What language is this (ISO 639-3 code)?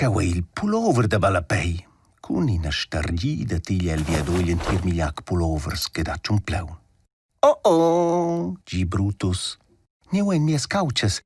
roh